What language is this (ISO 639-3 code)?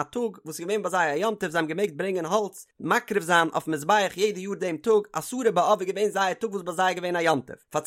yid